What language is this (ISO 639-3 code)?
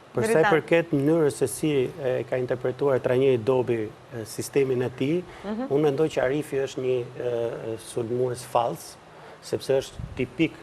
sqi